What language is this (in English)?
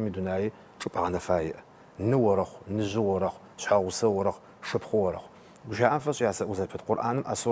Adyghe